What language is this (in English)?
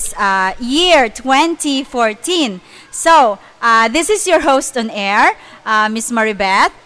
Hiligaynon